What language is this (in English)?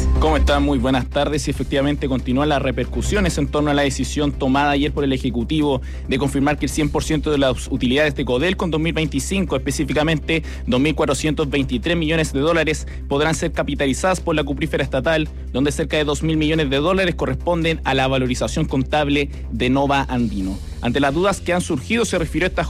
Spanish